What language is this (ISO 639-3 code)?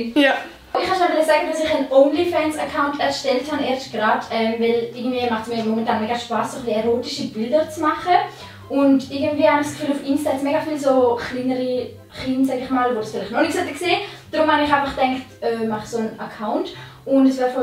gsw